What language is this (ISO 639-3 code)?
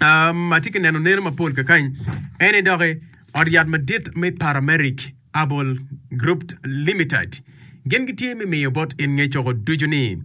ach